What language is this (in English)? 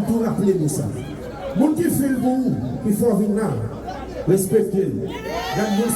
Haitian Creole